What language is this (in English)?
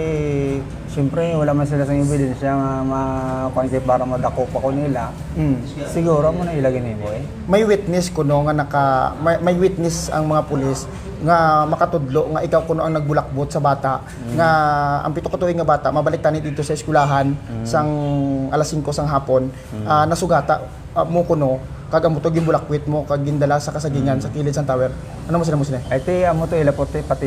Hiligaynon